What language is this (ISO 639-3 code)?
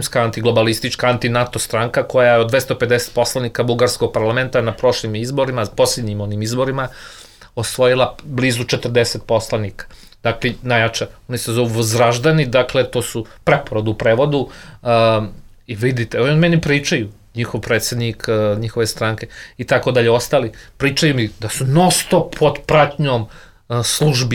srp